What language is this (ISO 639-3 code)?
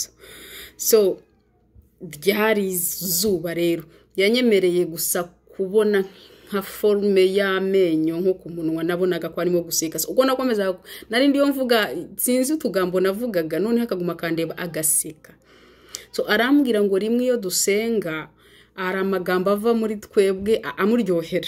kin